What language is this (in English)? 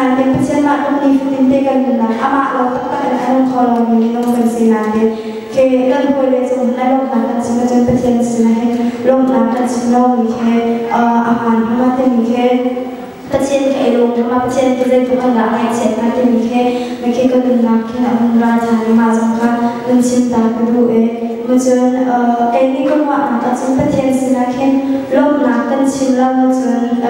Hakha Chin